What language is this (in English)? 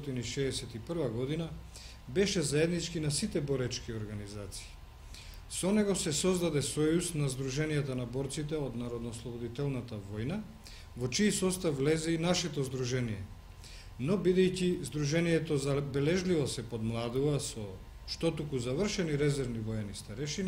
Macedonian